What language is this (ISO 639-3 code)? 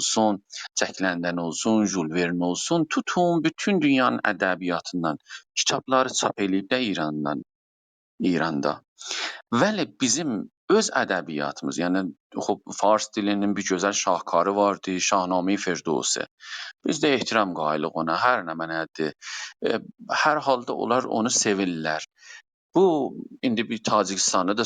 azb